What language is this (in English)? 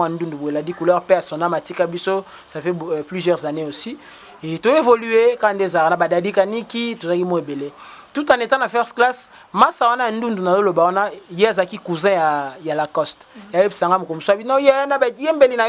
Lingala